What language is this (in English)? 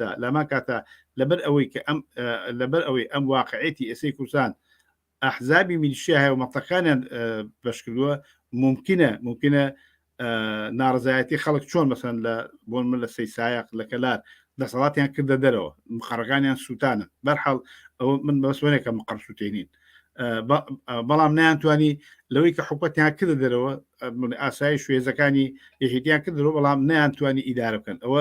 Central Kurdish